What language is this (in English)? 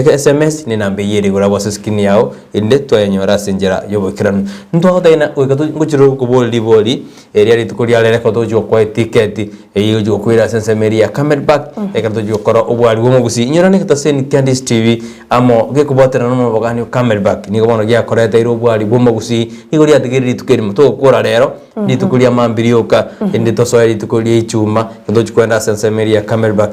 Gusii